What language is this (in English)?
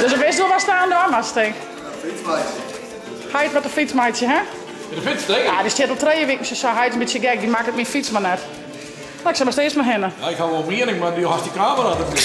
Western Frisian